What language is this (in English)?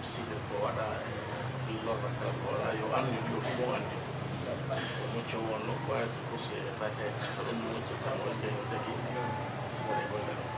Pular